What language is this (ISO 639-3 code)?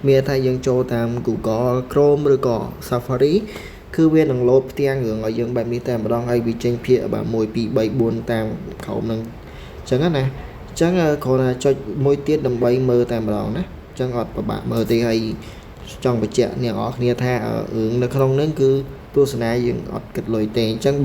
khm